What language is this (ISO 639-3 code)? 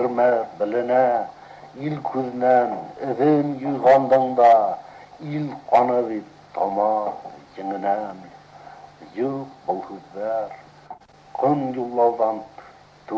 bak